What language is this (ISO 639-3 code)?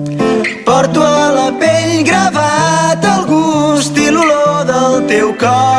cat